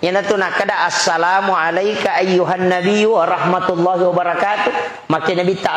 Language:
Buginese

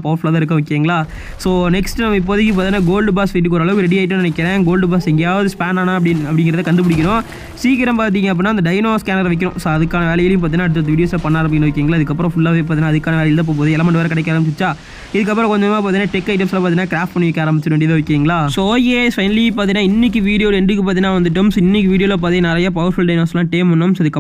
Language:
Tamil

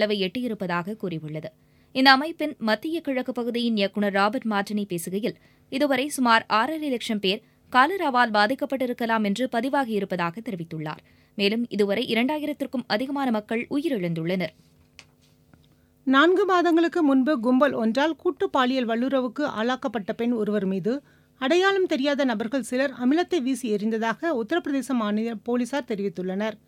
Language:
Tamil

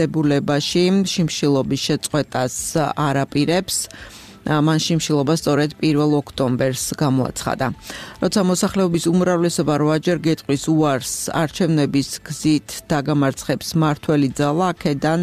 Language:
Georgian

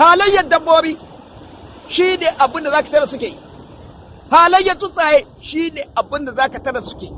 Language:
Hausa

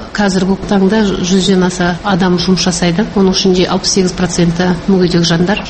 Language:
Kazakh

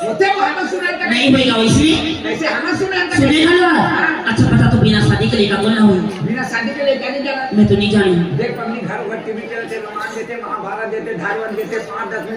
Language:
Chhattisgarhi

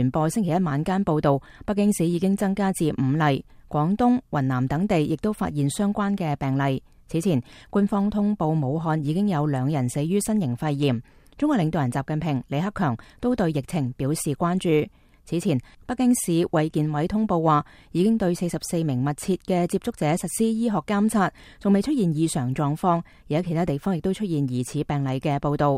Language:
Cantonese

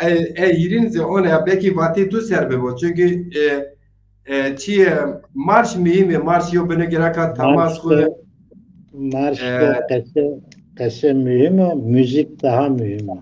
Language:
Zaza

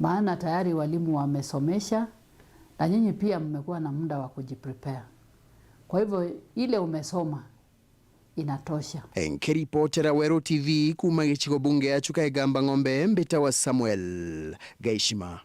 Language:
Meru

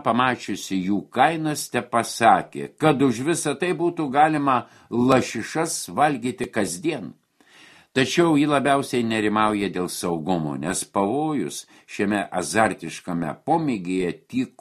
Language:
Lithuanian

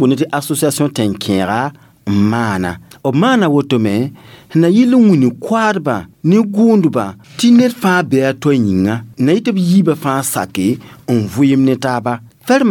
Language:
Mossi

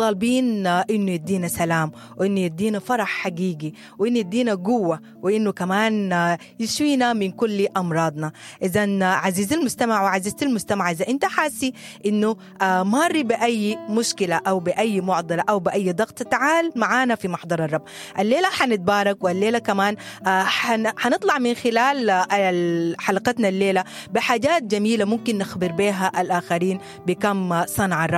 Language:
Sudanese Arabic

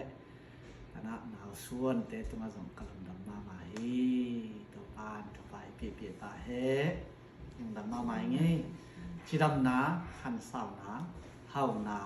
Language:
Tedim Chin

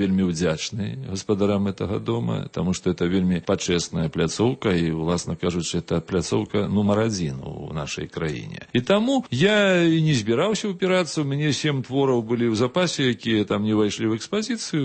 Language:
Belarusian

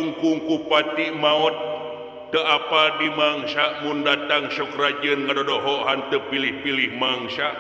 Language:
Sundanese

